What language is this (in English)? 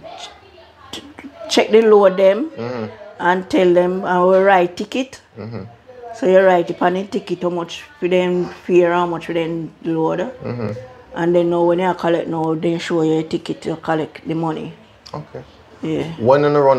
Jamaican Creole English